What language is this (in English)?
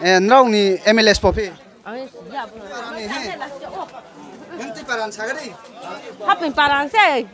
Riang (India)